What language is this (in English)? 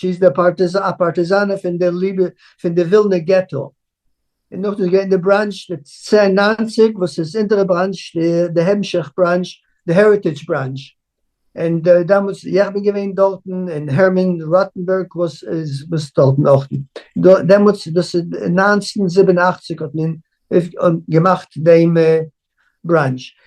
Yiddish